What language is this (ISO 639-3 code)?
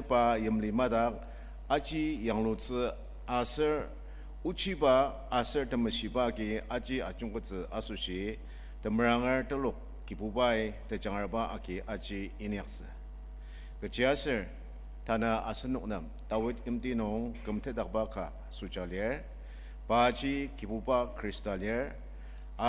njo